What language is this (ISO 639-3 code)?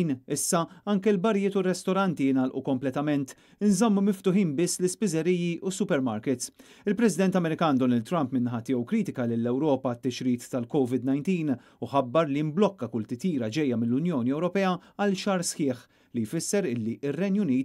mlt